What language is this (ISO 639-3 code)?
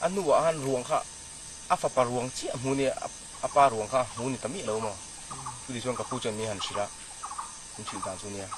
lus